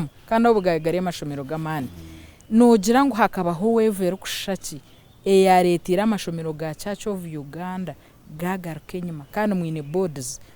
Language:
Nyankole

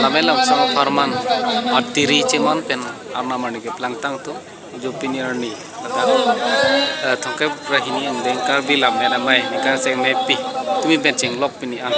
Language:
Karbi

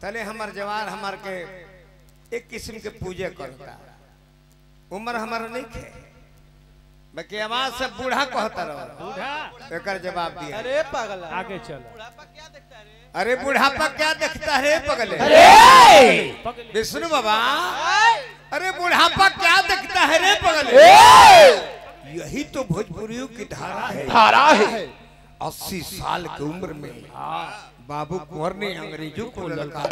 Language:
Bhojpuri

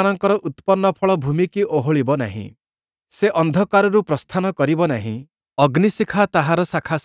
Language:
Odia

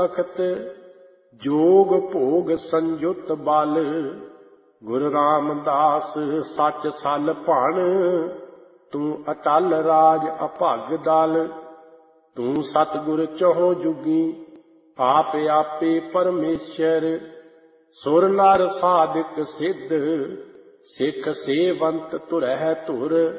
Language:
Punjabi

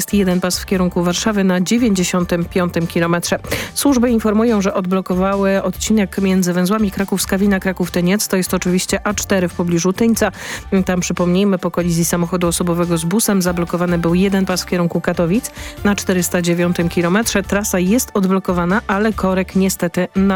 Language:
Polish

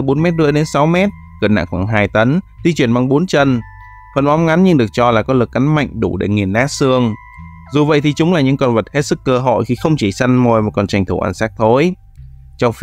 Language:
Vietnamese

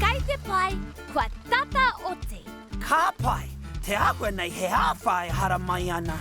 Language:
Māori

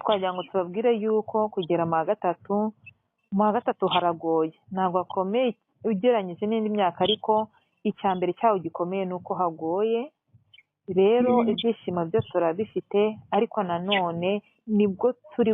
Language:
Kinyarwanda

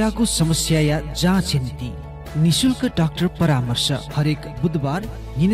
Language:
Newari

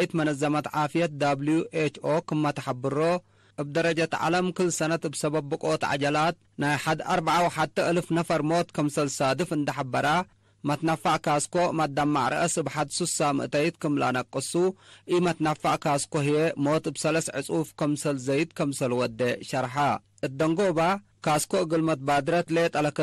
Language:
Tigre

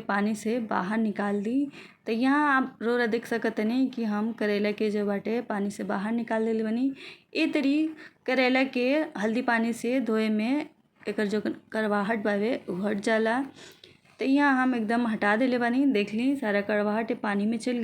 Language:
Bhojpuri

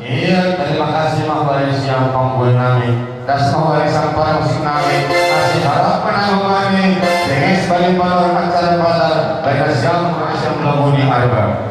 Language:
Batak Simalungun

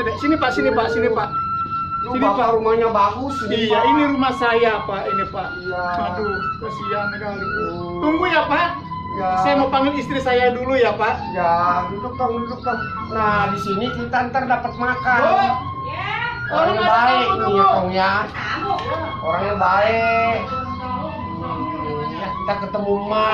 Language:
Betawi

